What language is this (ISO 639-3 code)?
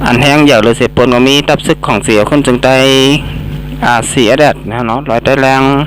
shn